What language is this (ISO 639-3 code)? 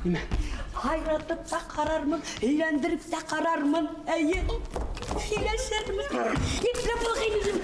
bak